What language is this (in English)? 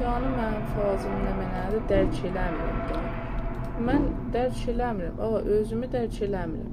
South Azerbaijani